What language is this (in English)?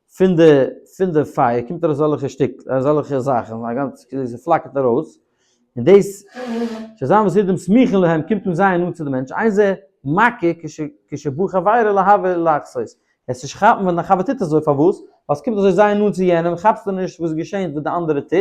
Yiddish